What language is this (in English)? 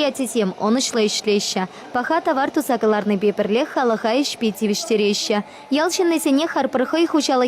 Chuvash